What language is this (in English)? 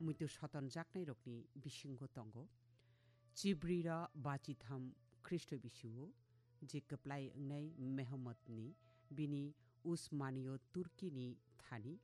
Kok Borok